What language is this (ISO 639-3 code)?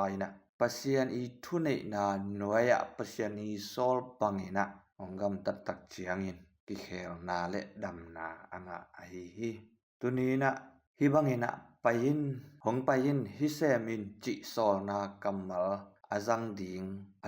ctd